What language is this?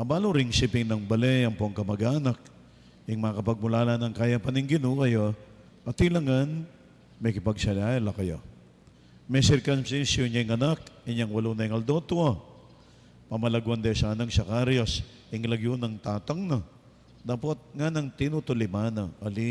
Pampanga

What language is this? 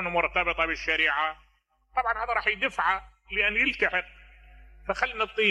Mesopotamian Arabic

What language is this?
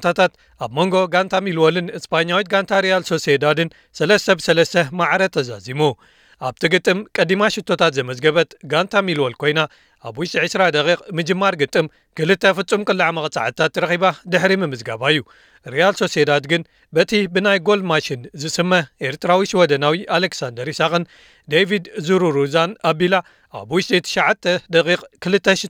Tigrinya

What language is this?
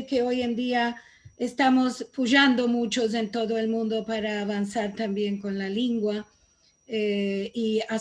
Ladino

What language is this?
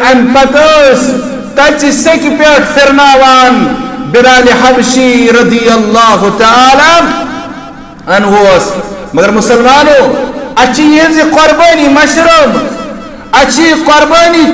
Kashmiri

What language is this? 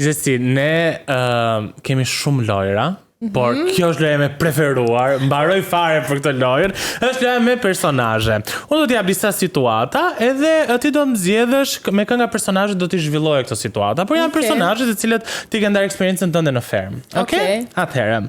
Albanian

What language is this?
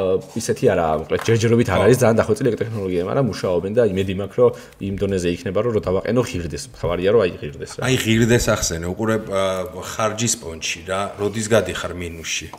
Georgian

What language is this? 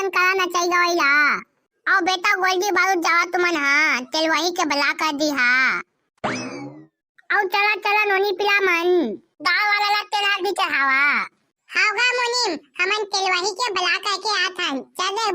Chhattisgarhi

